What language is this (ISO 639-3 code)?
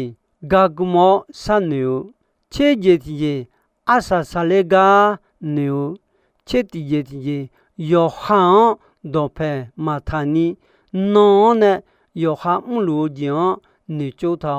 ahk